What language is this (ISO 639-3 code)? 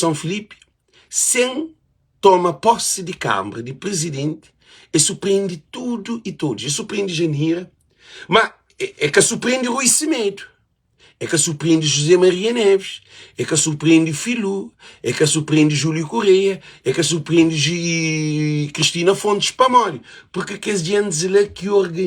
kea